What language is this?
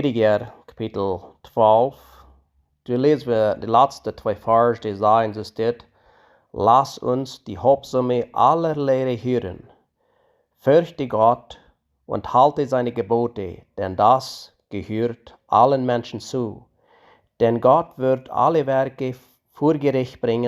Plautdietsch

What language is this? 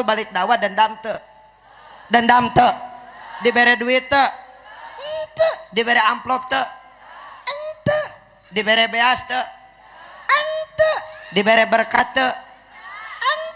Sundanese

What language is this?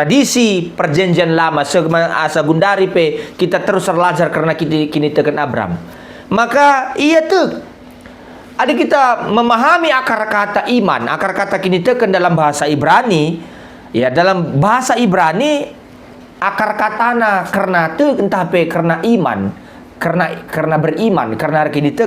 Batak Karo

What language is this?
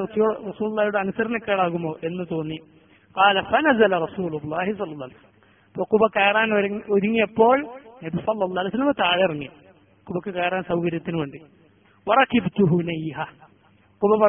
Malayalam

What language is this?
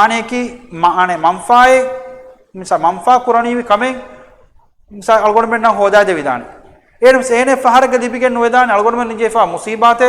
Divehi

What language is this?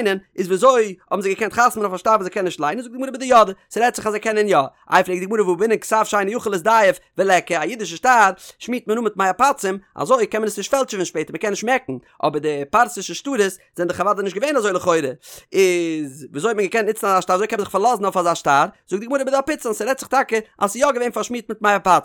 Yiddish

